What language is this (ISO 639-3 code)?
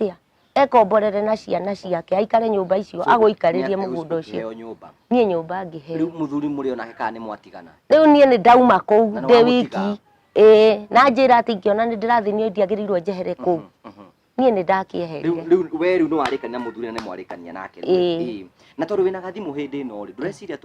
kik